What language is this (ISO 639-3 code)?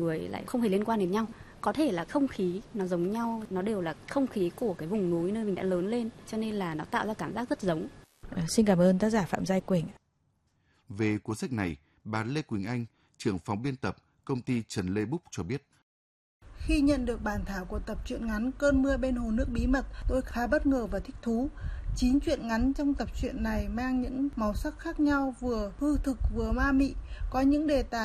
vie